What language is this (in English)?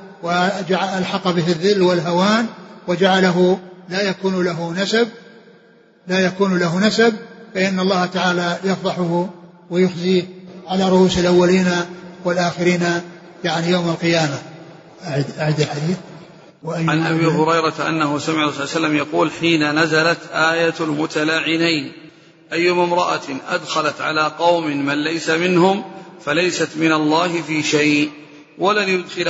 Arabic